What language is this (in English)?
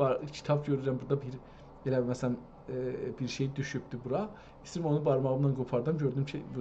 South Azerbaijani